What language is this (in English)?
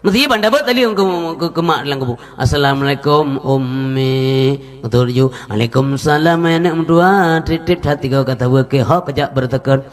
Achinese